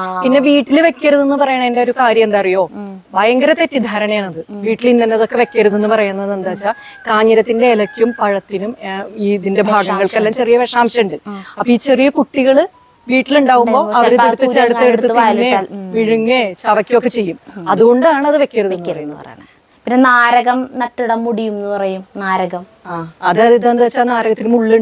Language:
Malayalam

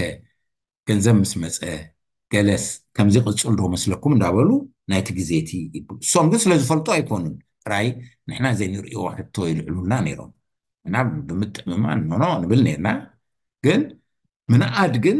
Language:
Tigrinya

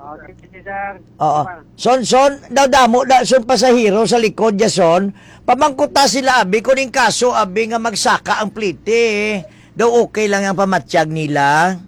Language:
Hiligaynon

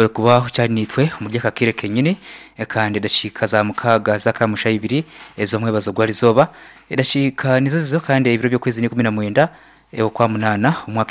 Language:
Nyankole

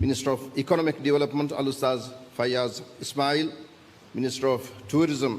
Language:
Divehi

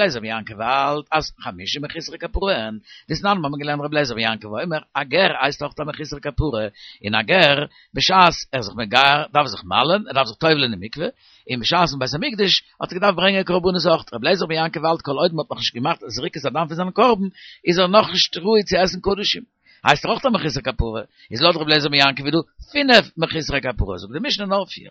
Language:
Yiddish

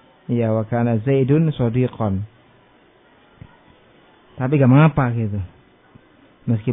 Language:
Indonesian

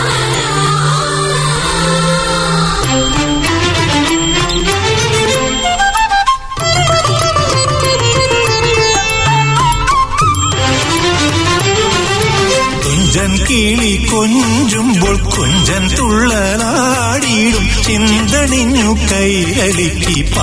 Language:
Malayalam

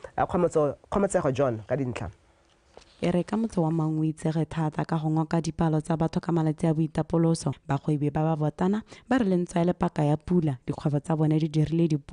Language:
Tswana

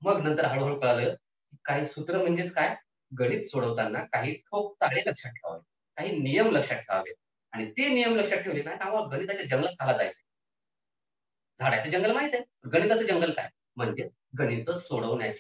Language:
Marathi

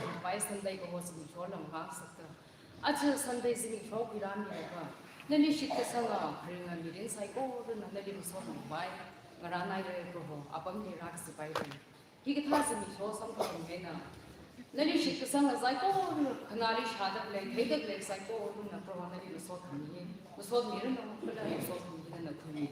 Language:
Tangkhul Naga (India)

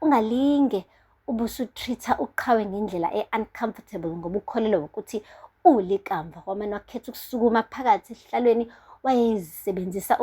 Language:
Zulu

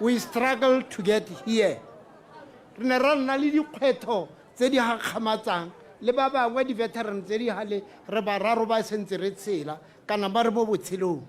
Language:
Tswana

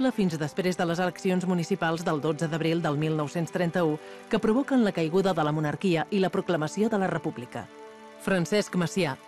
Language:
Catalan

